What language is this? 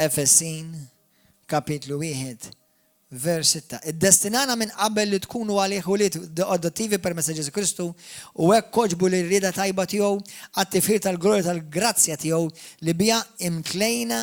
Maltese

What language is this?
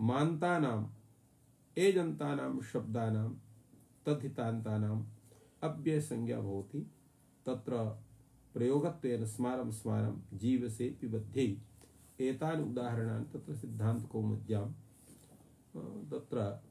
Sanskrit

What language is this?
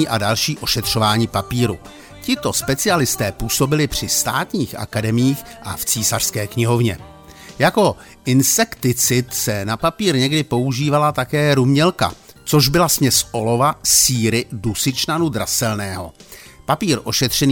Czech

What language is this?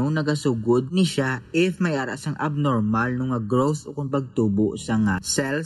Hiligaynon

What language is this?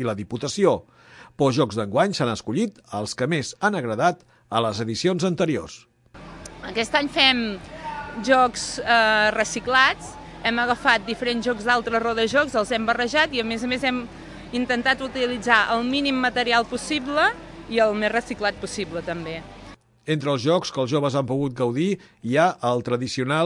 Catalan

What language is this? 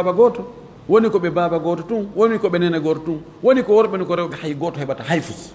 Fula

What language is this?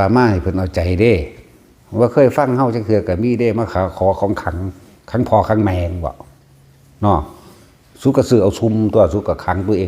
Northeastern Thai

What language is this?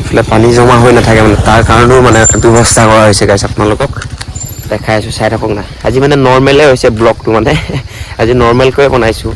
Assamese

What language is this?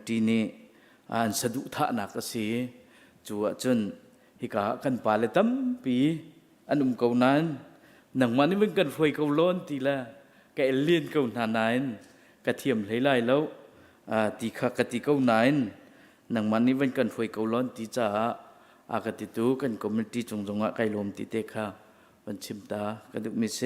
Hakha Chin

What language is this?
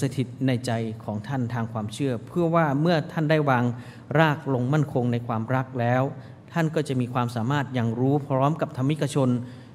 Thai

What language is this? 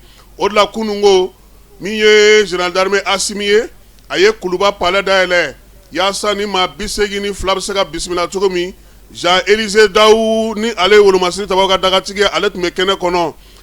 Bambara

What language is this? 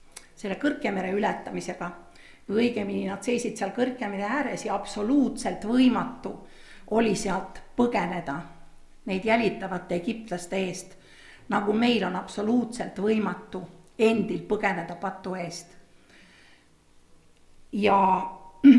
Estonian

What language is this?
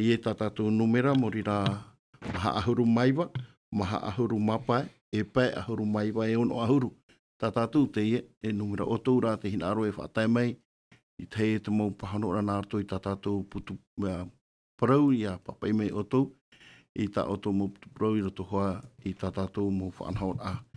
Tahitian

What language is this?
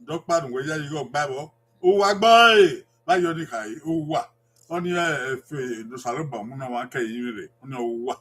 Bini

